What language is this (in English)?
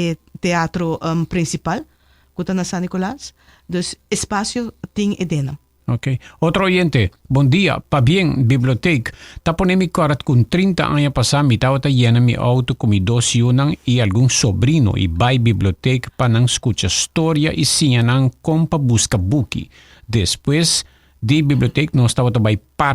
Papiamento